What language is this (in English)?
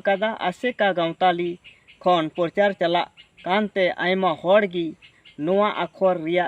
Santali